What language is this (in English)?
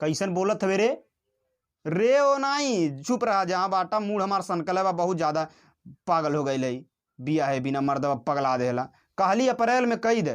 Bhojpuri